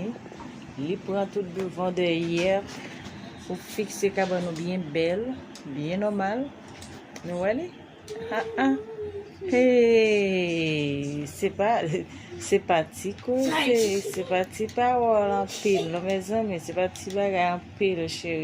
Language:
Haitian Creole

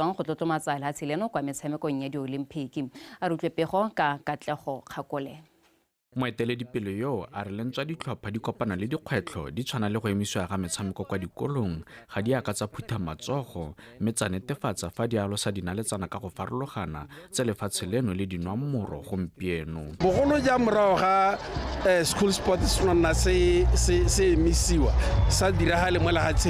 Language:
Tswana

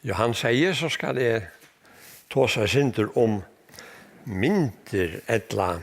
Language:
Faroese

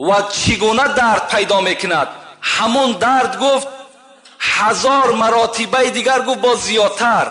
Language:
Tajik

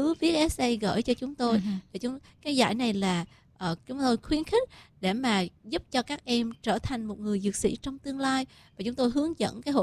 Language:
Vietnamese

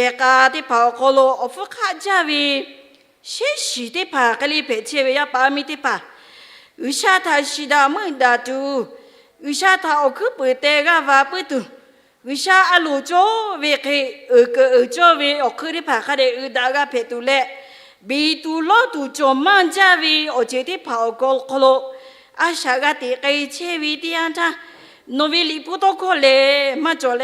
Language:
Lahu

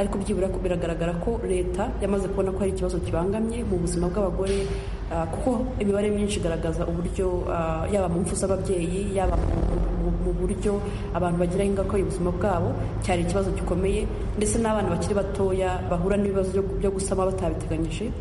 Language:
Kinyarwanda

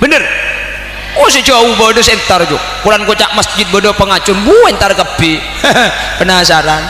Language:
Madurese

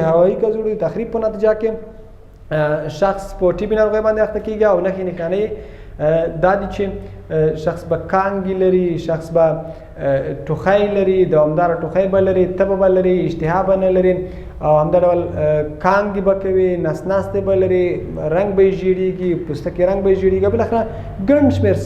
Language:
Pashto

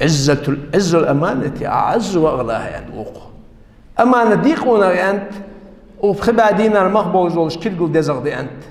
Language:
Ingush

